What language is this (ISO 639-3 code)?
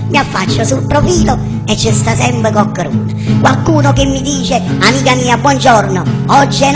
nap